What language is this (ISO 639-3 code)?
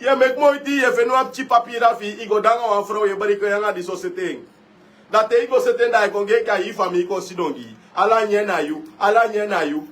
srn